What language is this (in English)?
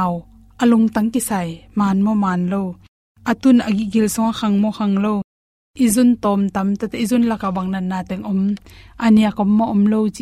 Tedim Chin